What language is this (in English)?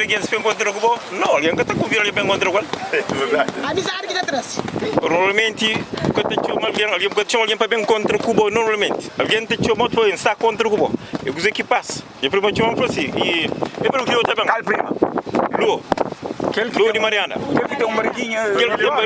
Kabuverdianu